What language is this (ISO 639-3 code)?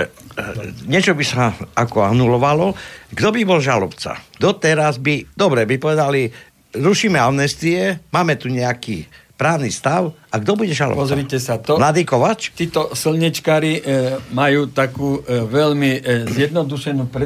slk